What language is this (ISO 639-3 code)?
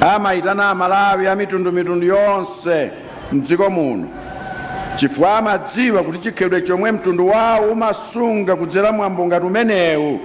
nya